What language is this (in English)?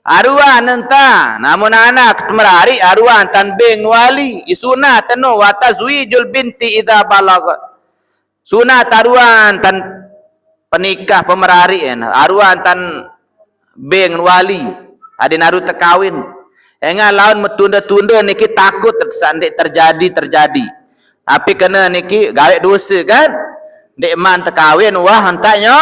Sasak